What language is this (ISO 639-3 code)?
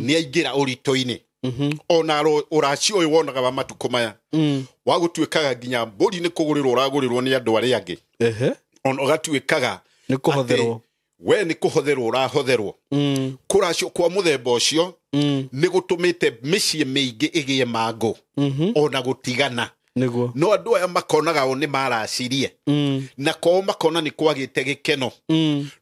kik